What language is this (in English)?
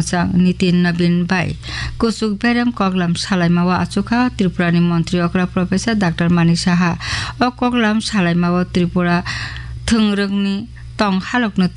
Kok Borok